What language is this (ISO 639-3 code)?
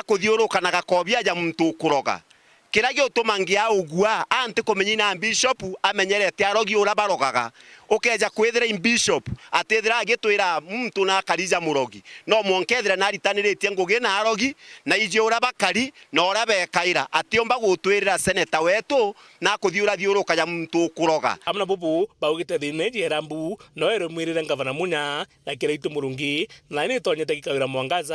mer